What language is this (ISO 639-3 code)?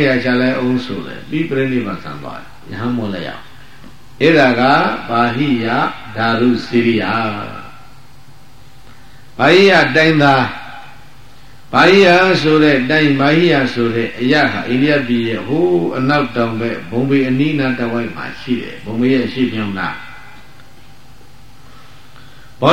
mya